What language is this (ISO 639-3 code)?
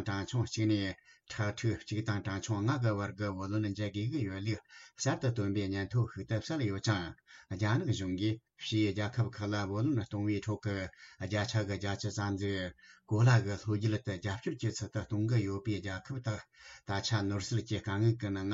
bod